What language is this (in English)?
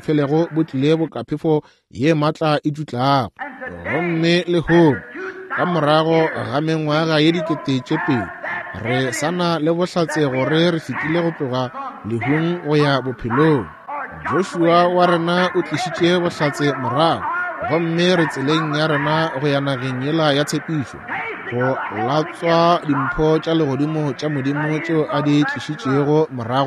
Northern Sotho